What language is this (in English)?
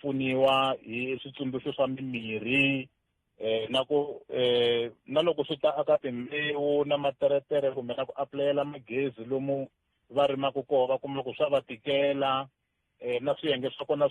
Tsonga